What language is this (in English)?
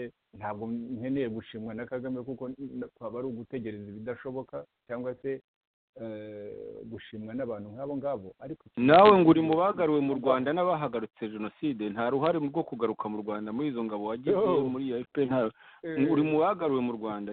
Kinyarwanda